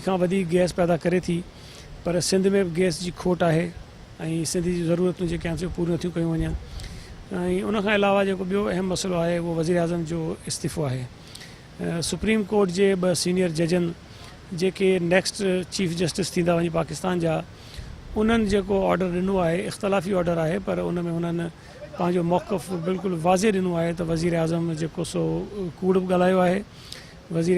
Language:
Sindhi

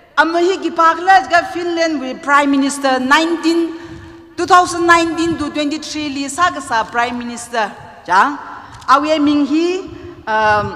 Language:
Tangkhul Naga (India)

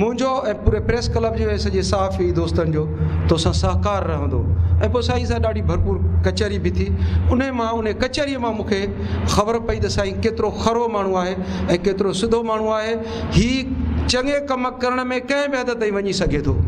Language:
Sindhi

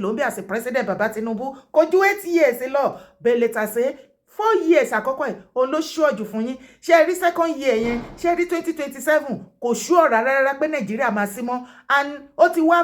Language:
Yoruba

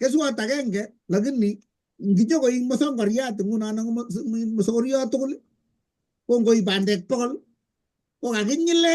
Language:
Kalenjin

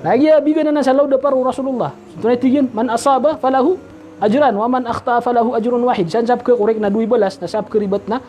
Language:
Maranao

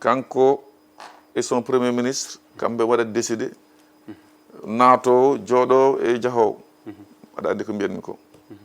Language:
Fula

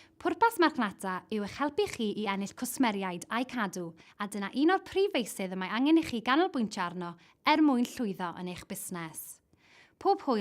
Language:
Welsh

